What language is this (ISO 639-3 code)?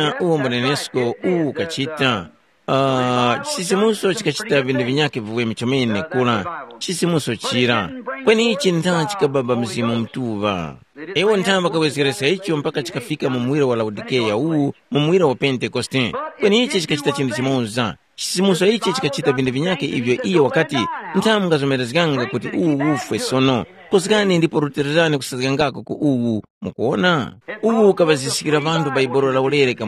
tum